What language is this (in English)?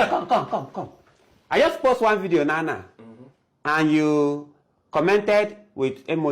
Jamaican Creole English